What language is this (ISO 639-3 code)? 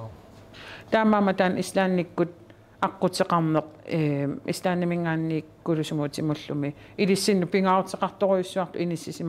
kal